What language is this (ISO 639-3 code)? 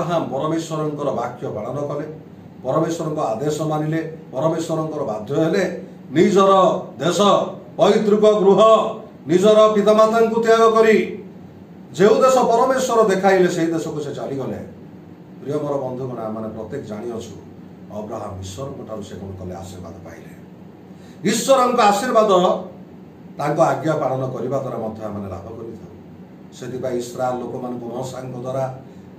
ori